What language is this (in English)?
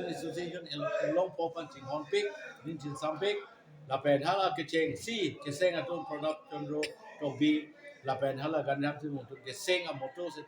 Karbi